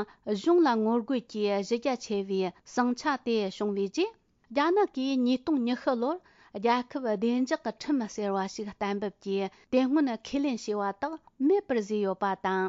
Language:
Tibetan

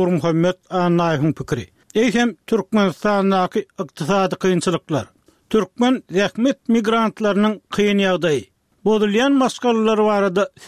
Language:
Turkmen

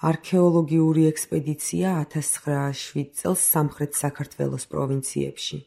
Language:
Georgian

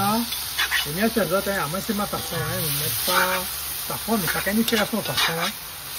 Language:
Réunion Creole French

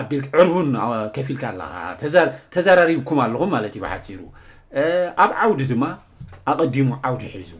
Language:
Tigrinya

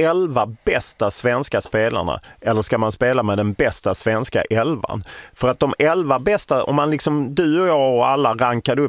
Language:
Swedish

